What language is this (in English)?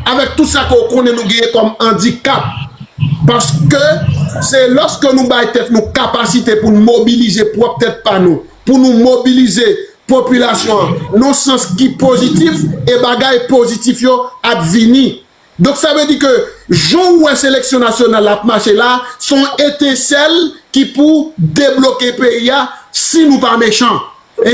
Haitian Creole